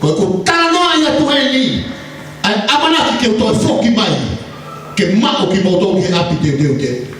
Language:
Tongan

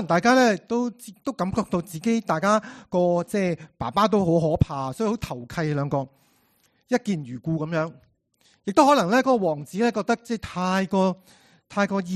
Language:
Cantonese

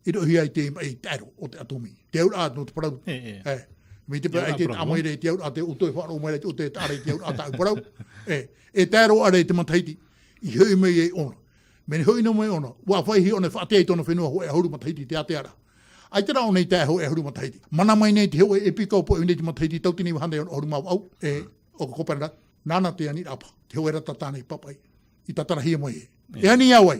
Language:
Tahitian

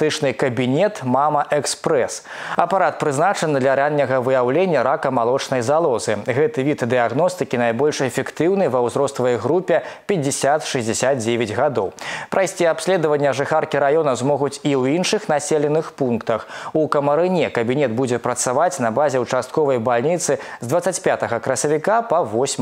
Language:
Belarusian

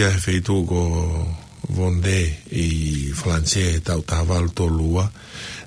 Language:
Tongan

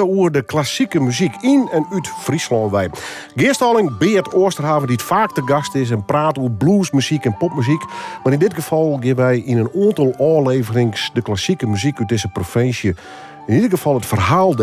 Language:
Western Frisian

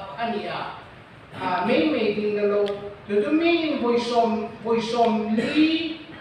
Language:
Hmar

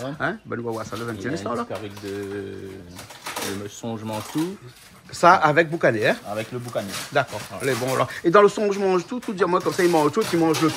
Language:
Réunion Creole French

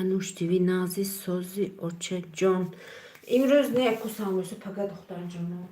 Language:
Tajik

